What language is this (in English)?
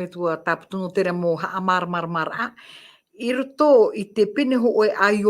Tahitian